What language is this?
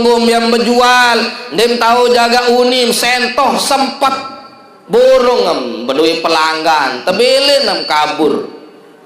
Sasak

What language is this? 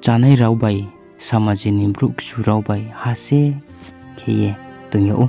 Riang (India)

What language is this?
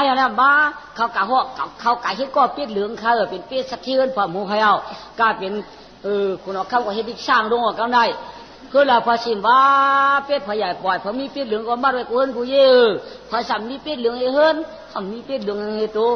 Shan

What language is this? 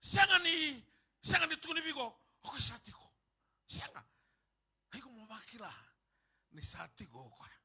Fijian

